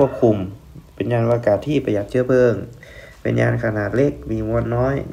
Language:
Thai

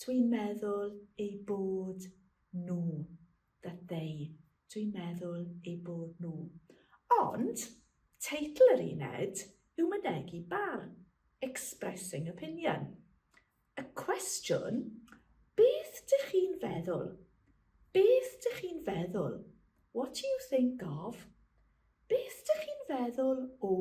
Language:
Welsh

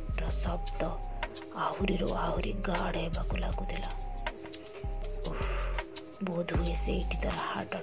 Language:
Odia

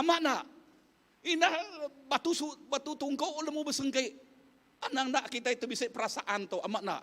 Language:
Iban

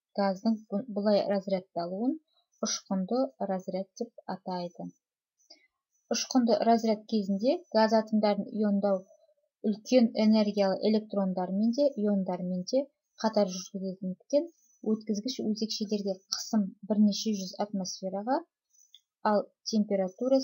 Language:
Kazakh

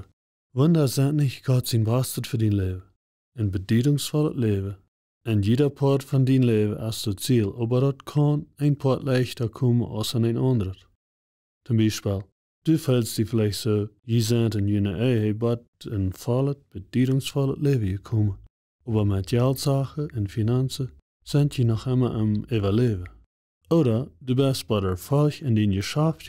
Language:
Plautdietsch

